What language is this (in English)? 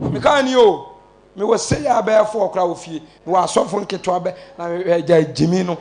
Akan